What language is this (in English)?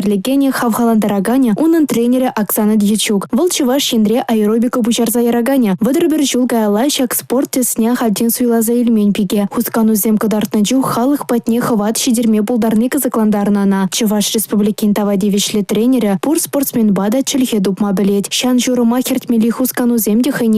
Chuvash